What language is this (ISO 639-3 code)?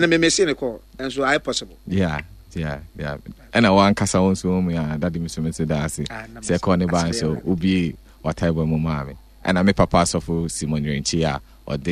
aka